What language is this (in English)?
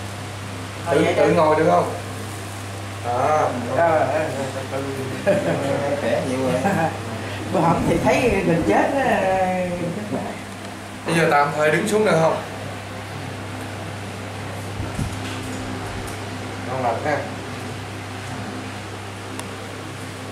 Vietnamese